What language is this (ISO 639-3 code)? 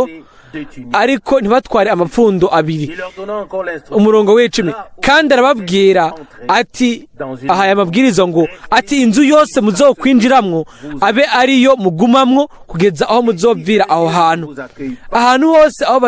run